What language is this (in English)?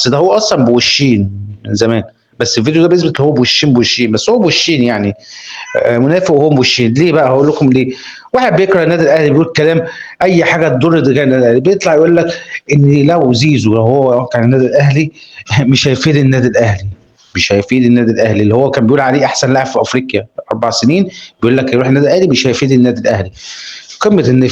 Egyptian Arabic